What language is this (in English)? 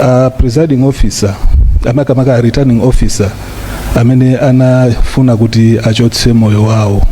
Nyanja